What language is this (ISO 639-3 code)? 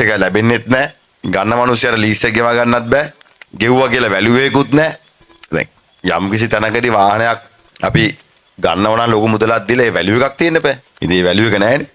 sin